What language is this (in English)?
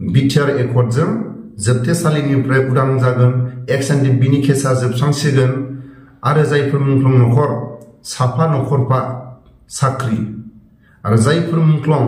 Bodo